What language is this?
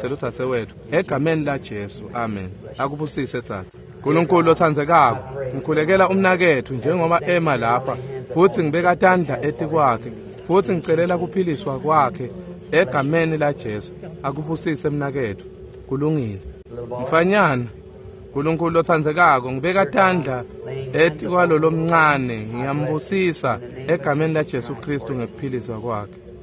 Swati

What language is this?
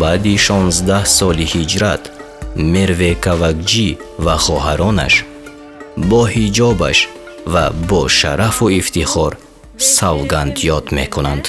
Tajik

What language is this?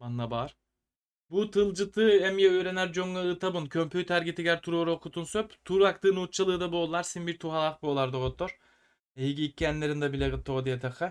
Yakut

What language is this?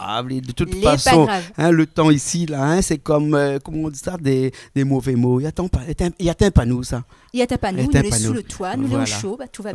Réunion Creole French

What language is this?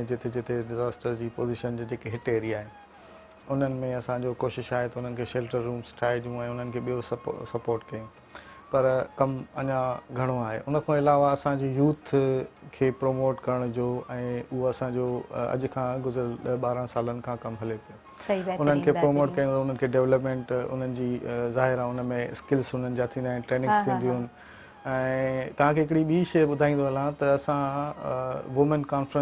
Sindhi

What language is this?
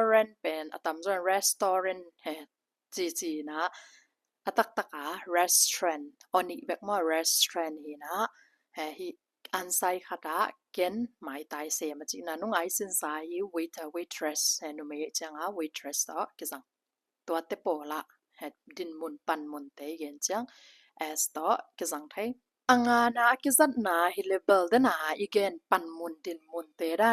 Tedim Chin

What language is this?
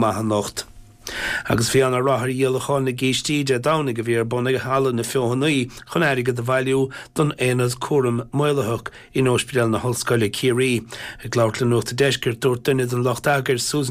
Irish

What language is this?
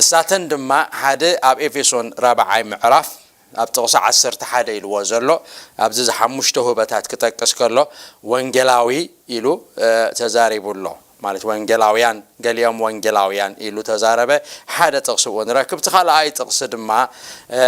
Tigrinya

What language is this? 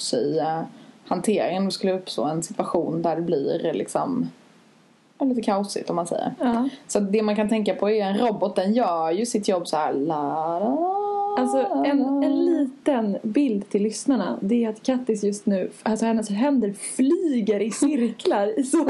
Swedish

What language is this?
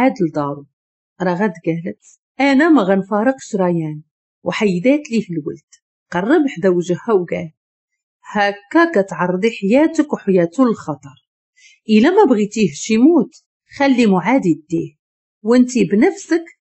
Moroccan Arabic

